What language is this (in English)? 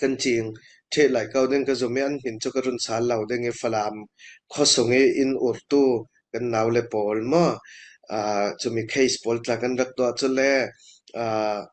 Falam Chin